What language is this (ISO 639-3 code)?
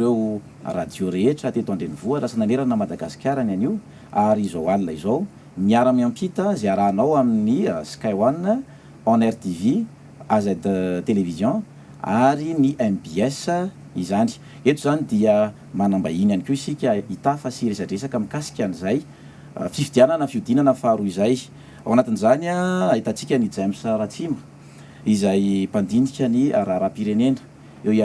mlg